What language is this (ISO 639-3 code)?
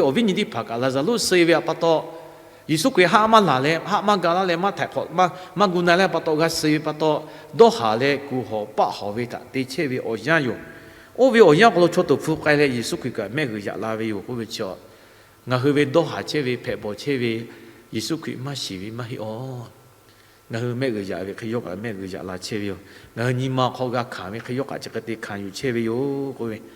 lhu